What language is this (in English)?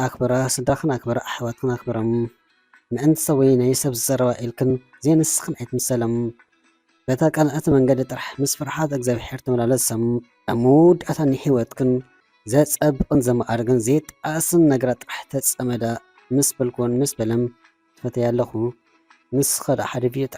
Tigrinya